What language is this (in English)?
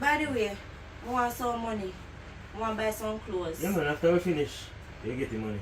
Jamaican Creole English